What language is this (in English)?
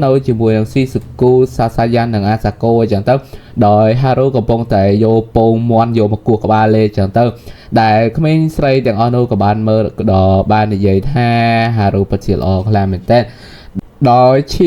Khmer